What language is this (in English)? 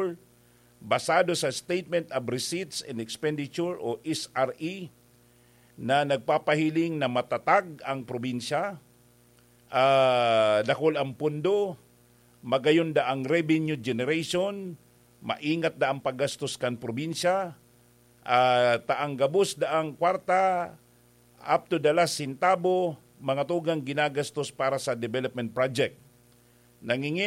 Bikol